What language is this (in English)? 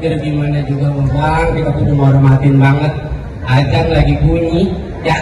Betawi